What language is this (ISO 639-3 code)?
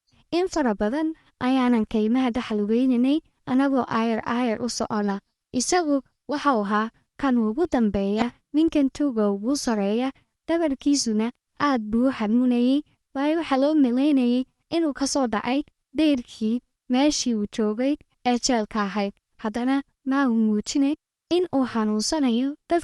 som